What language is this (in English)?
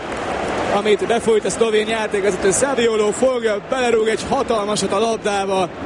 Hungarian